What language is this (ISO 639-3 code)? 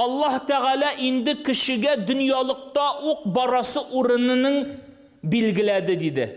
tat